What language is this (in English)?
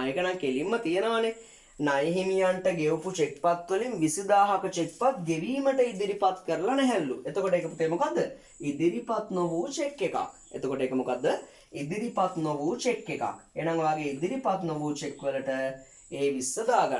Sinhala